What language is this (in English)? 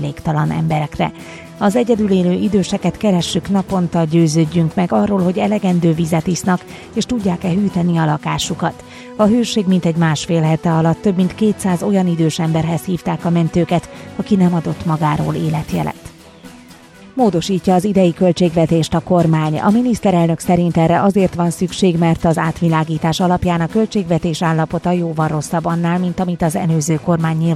Hungarian